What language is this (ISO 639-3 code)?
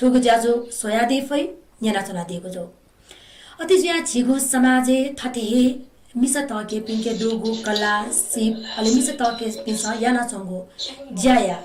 new